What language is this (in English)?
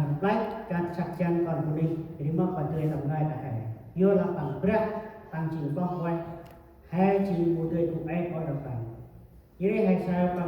Central Mnong